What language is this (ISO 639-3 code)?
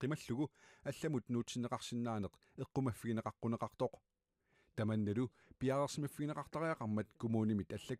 kal